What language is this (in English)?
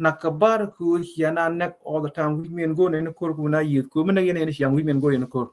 Nuer